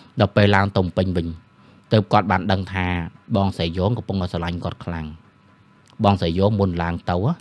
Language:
Khmer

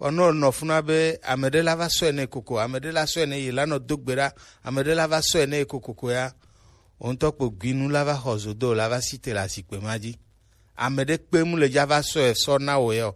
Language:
Gen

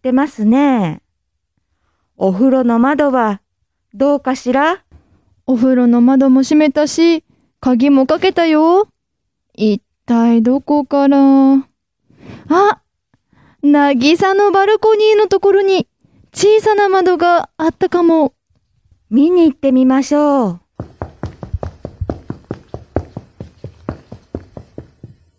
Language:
Japanese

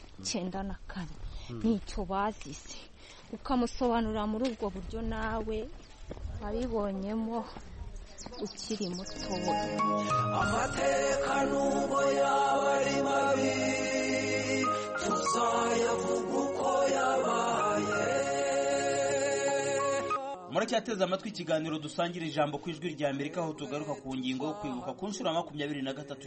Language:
Kinyarwanda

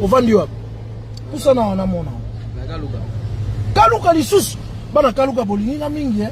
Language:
Lingala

